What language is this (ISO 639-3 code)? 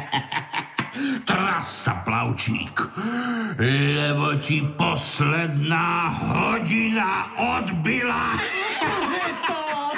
slk